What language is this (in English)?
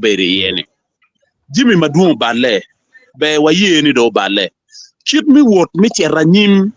Acoli